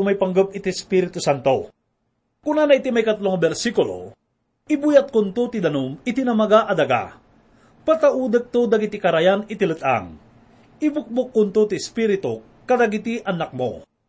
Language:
Iloko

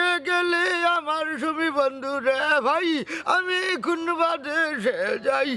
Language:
Sylheti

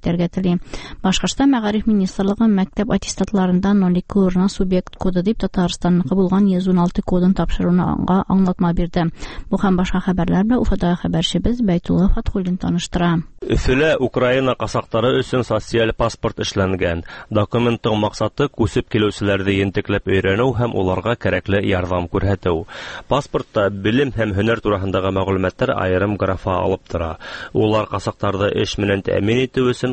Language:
Tatar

